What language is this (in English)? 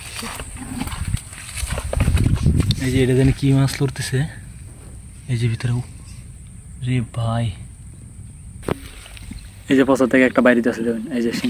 Bangla